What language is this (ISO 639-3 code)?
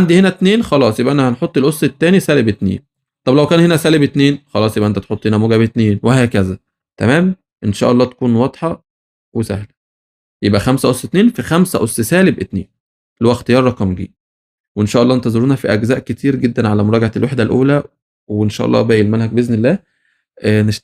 arz